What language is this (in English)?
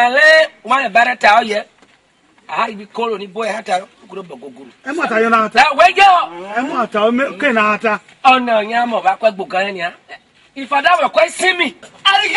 Esan